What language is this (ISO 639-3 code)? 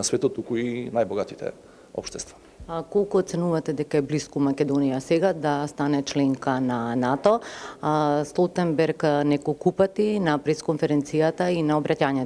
mkd